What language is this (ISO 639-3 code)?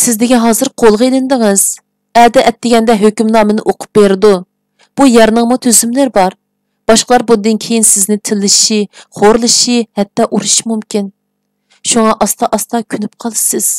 uig